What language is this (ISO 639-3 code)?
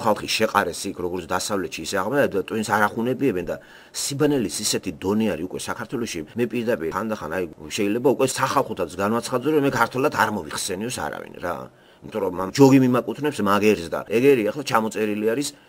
kat